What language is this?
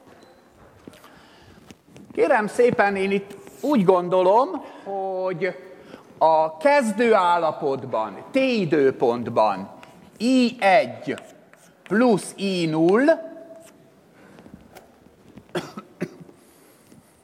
Hungarian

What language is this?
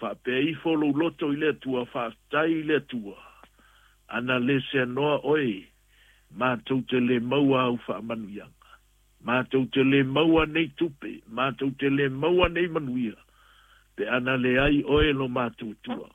Samoan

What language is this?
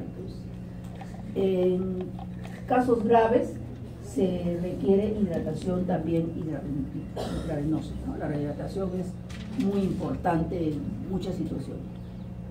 Spanish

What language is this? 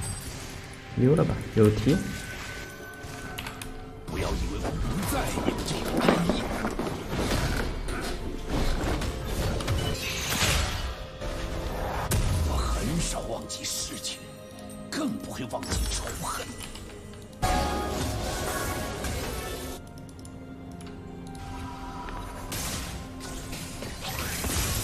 Chinese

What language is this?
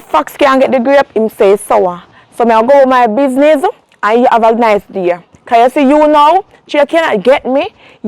Jamaican Creole English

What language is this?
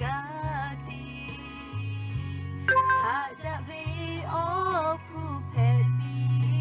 Lahu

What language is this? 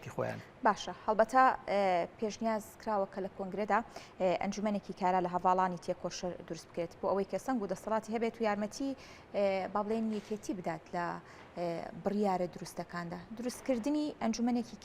Central Kurdish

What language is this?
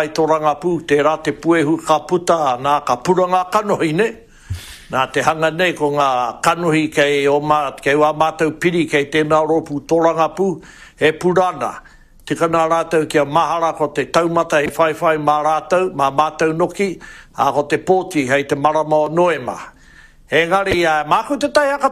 Māori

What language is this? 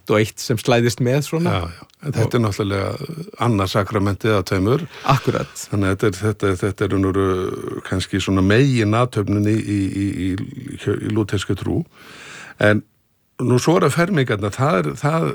Icelandic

